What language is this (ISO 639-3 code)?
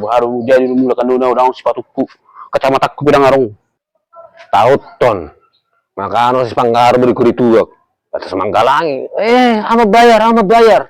bbc